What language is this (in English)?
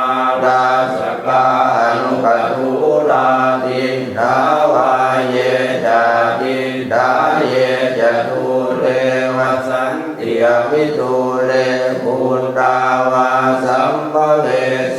Pali